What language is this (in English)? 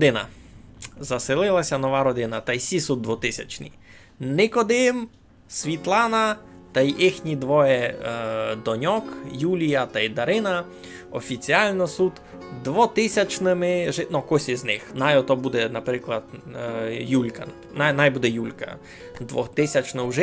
Rusyn